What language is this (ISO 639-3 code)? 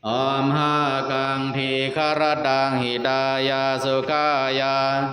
pli